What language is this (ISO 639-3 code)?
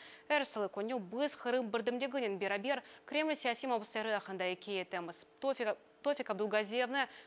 crh